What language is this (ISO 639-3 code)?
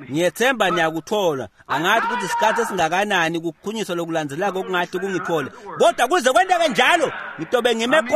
ssw